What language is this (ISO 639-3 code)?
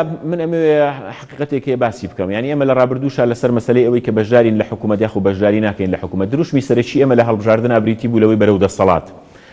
ckb